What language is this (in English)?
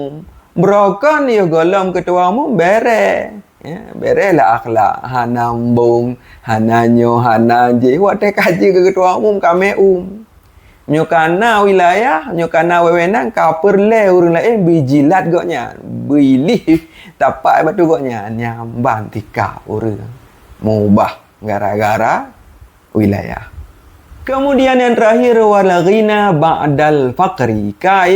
Achinese